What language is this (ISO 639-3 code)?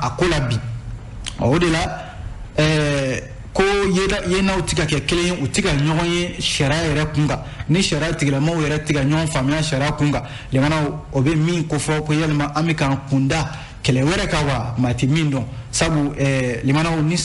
bam